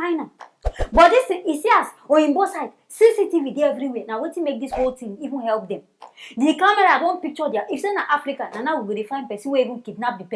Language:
Nigerian Pidgin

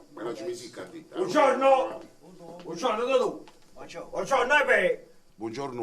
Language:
Neapolitan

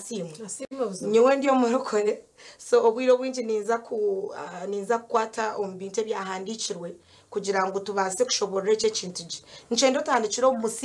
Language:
Nyankole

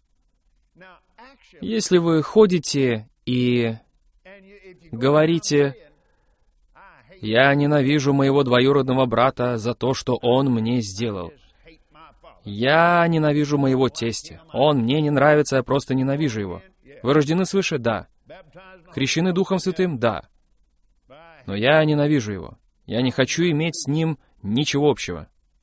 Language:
Russian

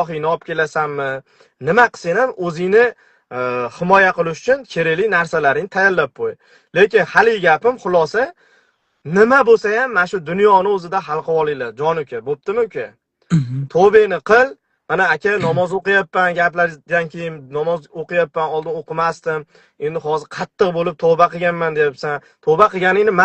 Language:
Uzbek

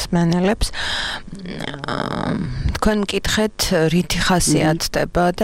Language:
Georgian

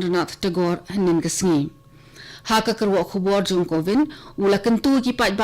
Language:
Khasi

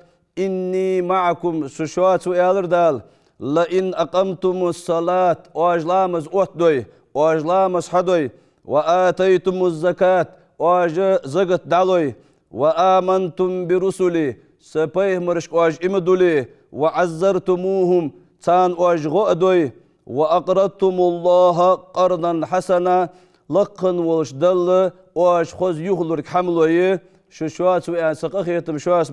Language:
Ingush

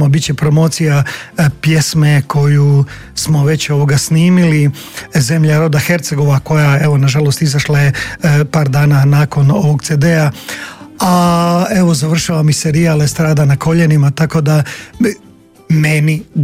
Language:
Croatian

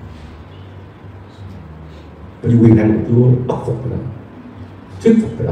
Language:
Vietnamese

